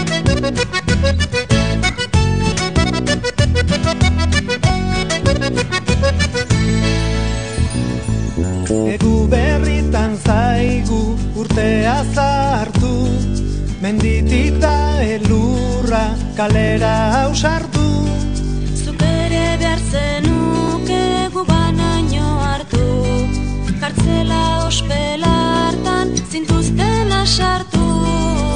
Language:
Basque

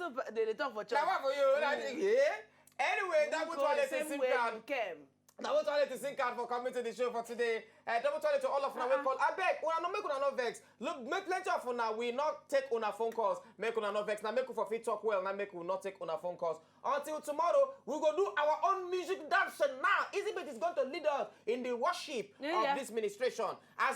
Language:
Nigerian Pidgin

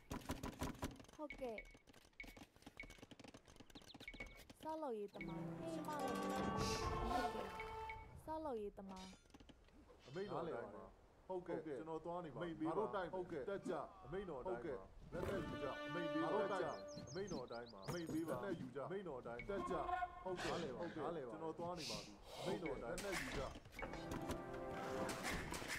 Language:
Turkish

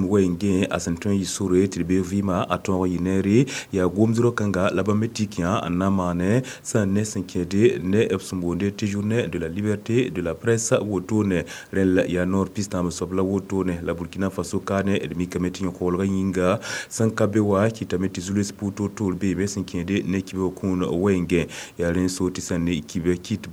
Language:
Mossi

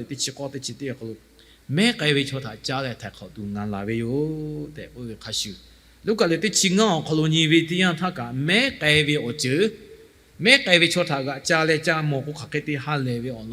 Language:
Lahu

